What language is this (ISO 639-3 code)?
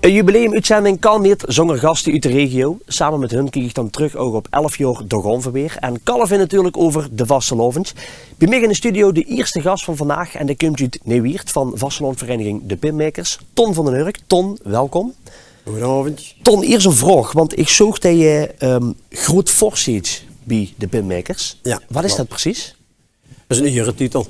lim